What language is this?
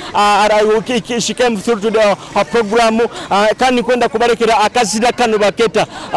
Nyoro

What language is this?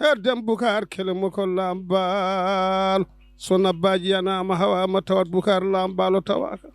Fula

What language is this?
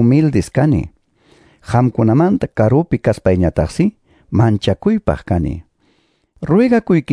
Quechua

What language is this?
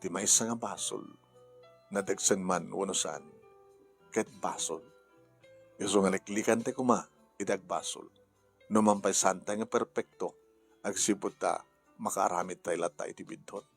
Iloko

